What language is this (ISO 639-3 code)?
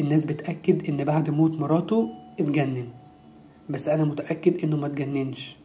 arz